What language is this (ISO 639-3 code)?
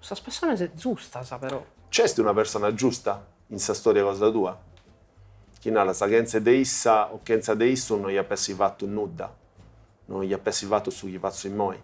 srd